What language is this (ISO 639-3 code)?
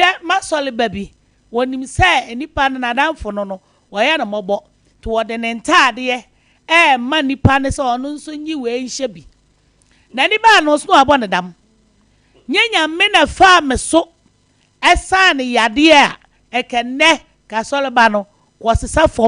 aka